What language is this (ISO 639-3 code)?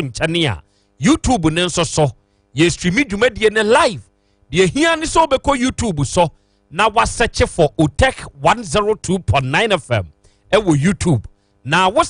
aka